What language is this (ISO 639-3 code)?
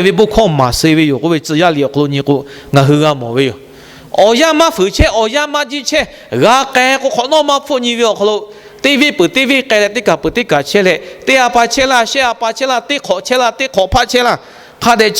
lhu